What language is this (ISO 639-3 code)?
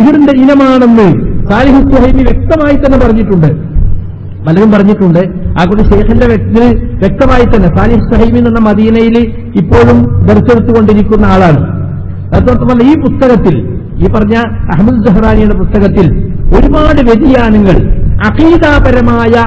mal